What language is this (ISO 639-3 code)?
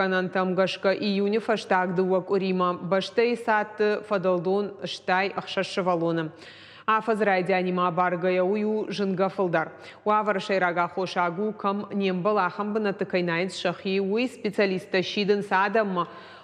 oss